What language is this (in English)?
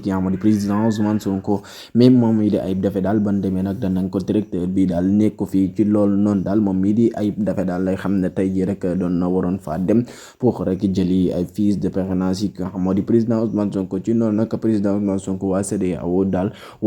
Wolof